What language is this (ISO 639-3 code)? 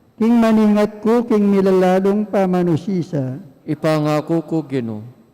pam